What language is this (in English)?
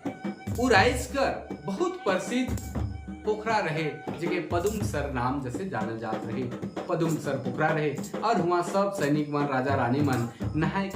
Sadri